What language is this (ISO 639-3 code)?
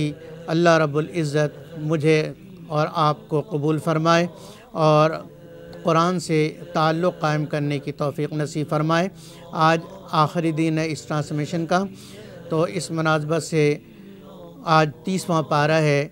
urd